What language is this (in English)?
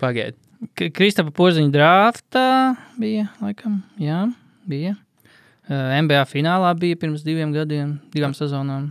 Latvian